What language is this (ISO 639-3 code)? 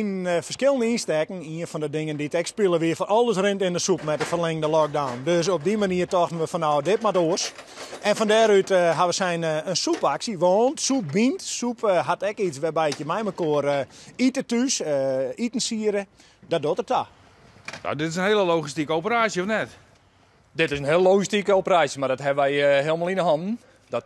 fry